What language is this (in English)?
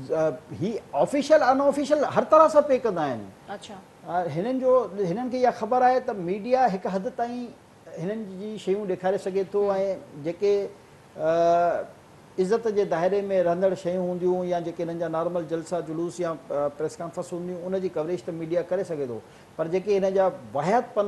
Sindhi